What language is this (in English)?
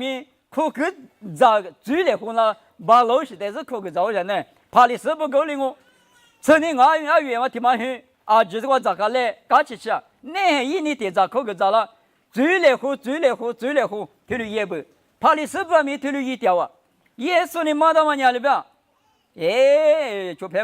Lisu